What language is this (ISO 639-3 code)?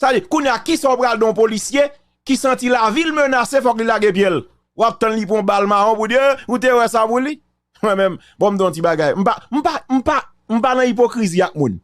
hat